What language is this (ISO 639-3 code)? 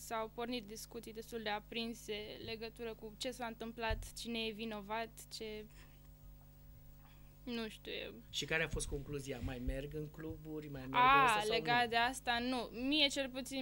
ron